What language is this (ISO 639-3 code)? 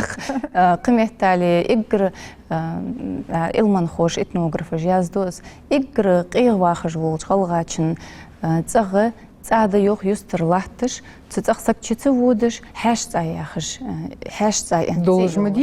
inh